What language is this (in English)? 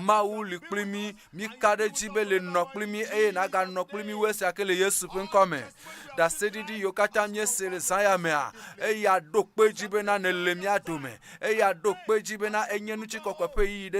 Ewe